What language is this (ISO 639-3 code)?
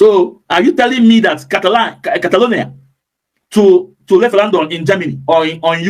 ibo